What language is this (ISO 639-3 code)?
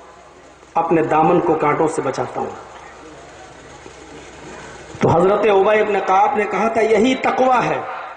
urd